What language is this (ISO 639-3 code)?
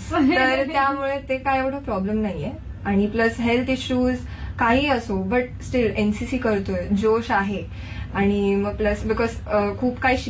mar